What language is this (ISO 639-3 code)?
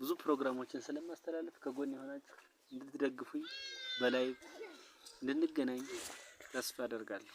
amh